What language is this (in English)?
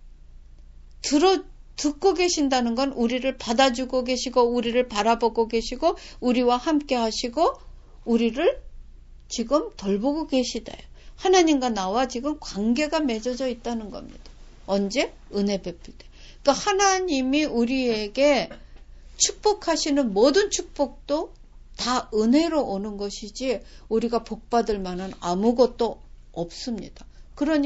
Korean